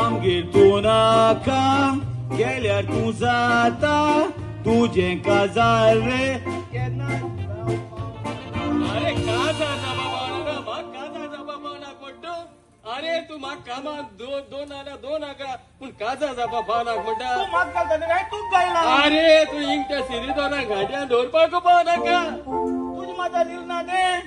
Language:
Konkani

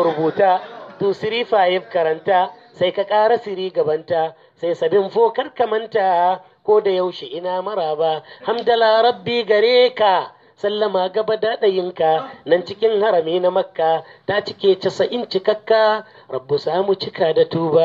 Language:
Hausa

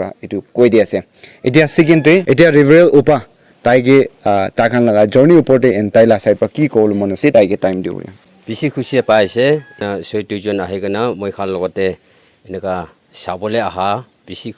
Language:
Naga Pidgin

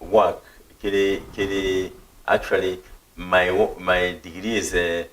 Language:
Meru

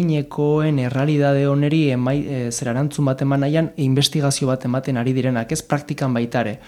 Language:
Basque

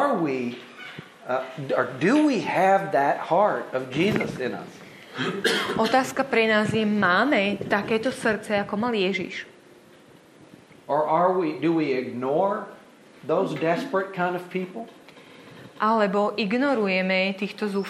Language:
Slovak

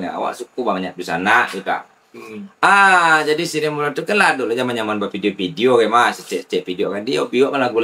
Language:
Minangkabau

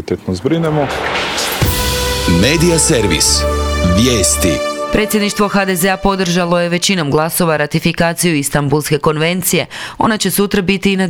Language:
Croatian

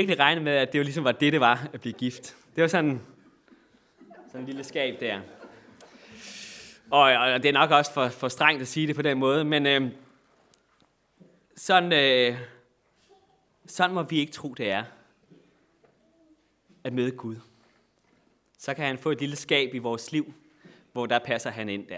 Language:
Danish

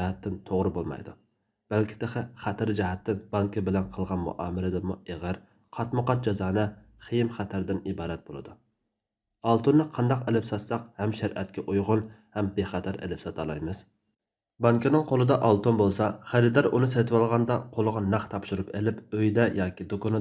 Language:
Uyghur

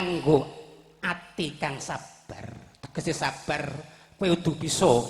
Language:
Javanese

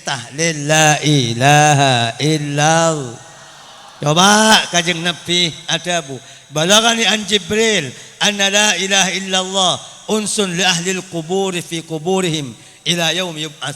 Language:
Madurese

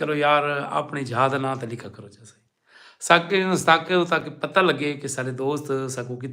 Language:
Saraiki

